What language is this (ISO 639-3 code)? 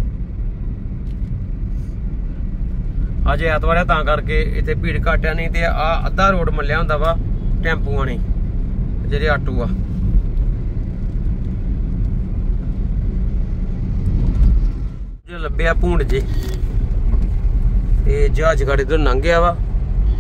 pan